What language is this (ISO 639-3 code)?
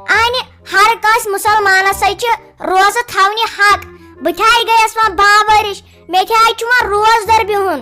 kas